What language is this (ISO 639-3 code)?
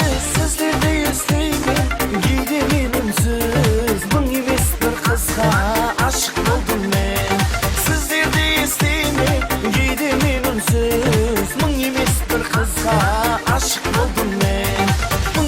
kaa